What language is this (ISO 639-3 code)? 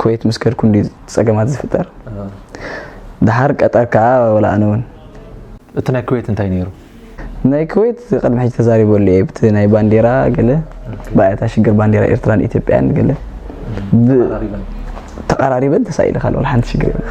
tir